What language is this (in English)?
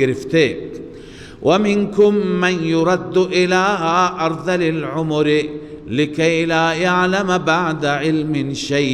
Persian